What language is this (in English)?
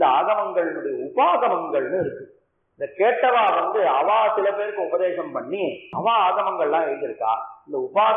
Tamil